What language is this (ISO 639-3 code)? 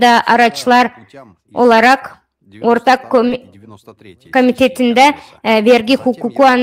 gag